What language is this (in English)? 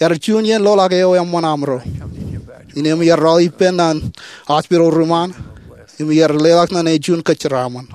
Marshallese